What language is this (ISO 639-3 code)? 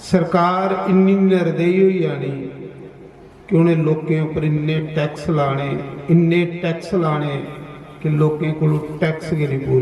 doi